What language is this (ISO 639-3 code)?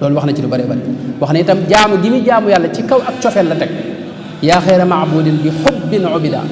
wol